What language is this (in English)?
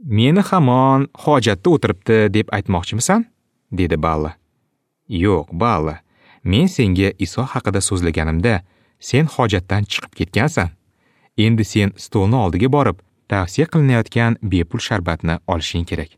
Uzbek